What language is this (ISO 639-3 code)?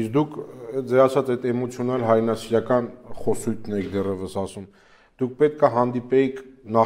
hye